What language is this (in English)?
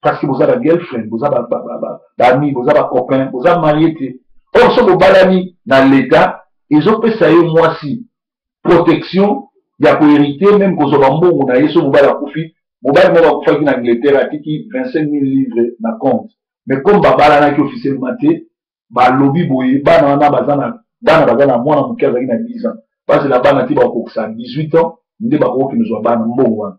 Lingala